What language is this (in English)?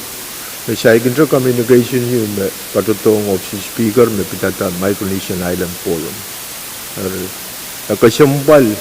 Pohnpeian